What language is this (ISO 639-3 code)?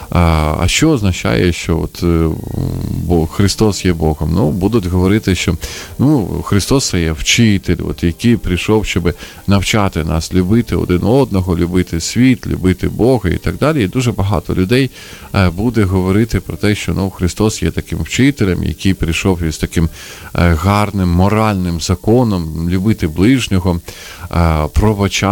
ukr